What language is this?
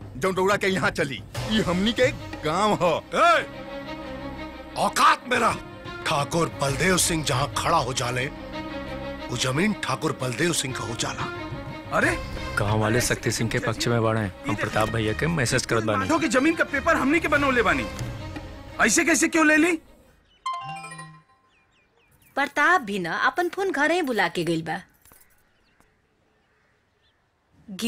Bhojpuri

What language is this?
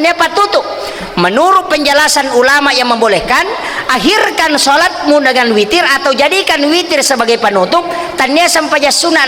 Buginese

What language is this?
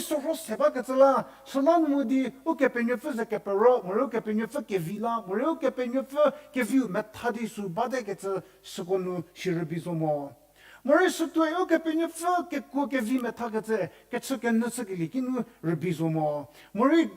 Angami Naga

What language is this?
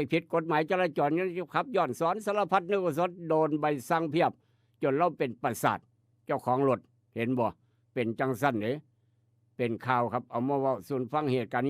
Northeastern Thai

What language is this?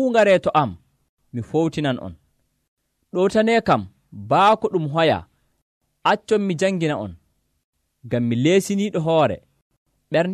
Nigerian Fulfulde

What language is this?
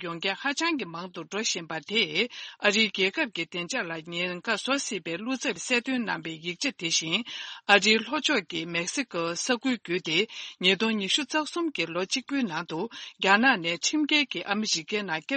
Tibetan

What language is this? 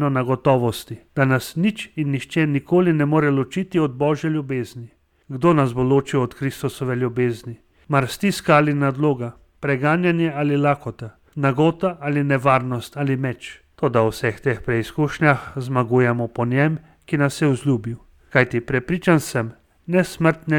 Slovenian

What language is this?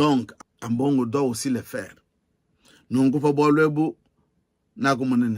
Luba-Lulua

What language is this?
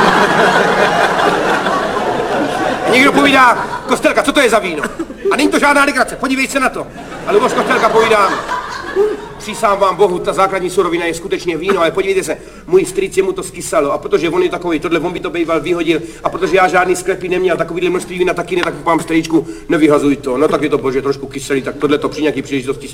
Czech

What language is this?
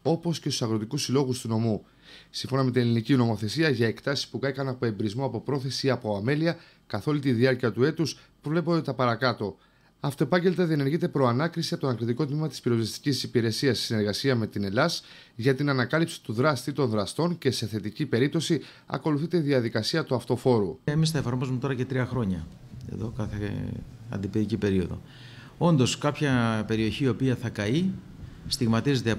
Greek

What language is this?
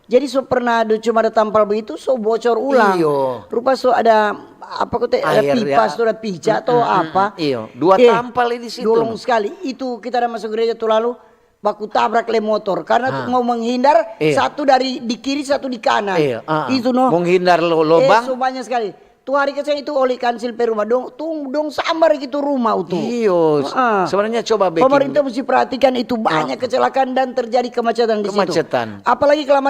Manado Malay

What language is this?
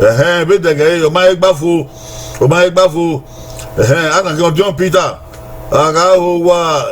Bini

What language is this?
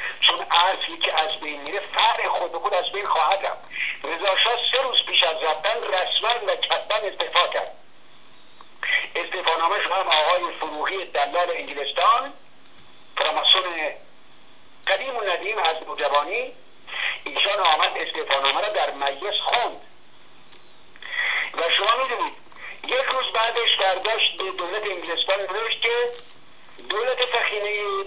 Persian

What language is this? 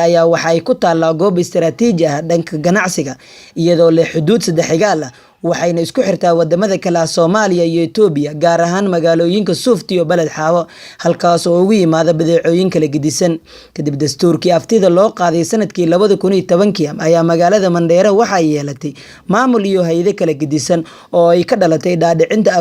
Somali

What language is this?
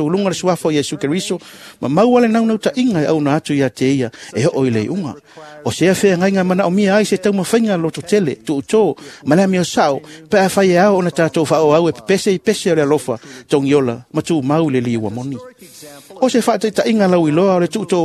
Samoan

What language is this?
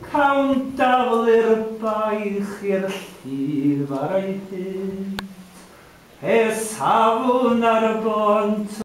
Welsh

